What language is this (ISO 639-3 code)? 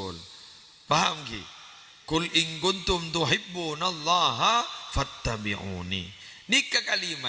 mad